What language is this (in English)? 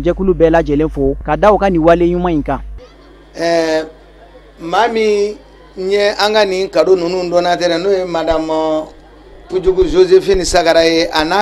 Bambara